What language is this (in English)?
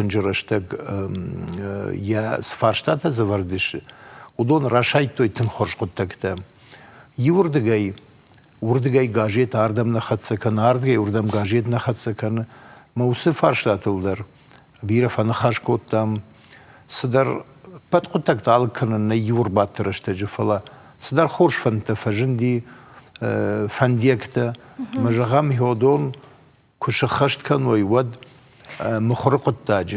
Ossetic